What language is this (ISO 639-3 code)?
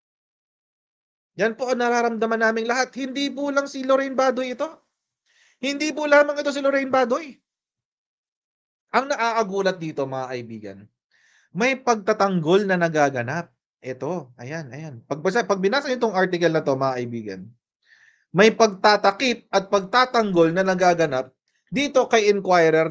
fil